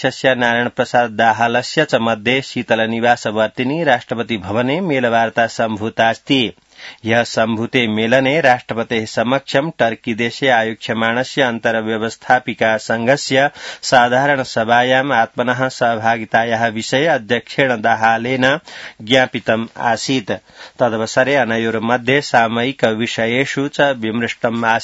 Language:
Sanskrit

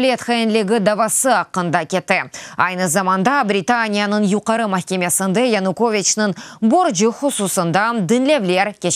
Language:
Crimean Tatar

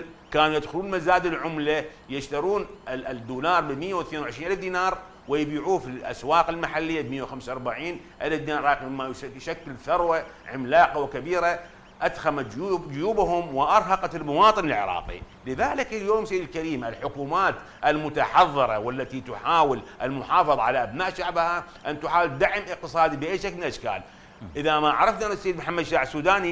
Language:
Arabic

